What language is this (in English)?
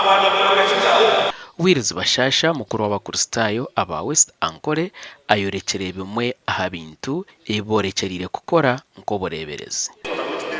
Nyankole